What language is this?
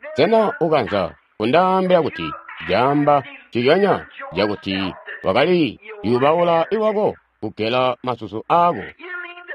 Tonga (Zambia)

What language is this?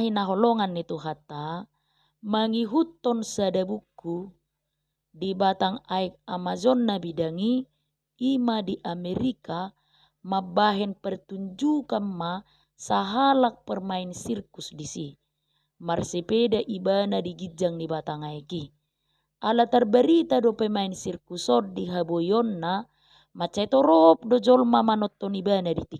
Batak Toba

